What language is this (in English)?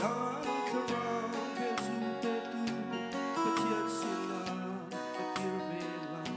Hakha Chin